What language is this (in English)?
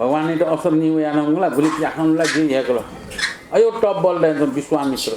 Newari